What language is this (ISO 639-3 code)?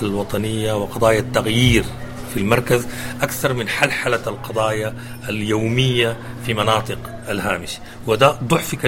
apd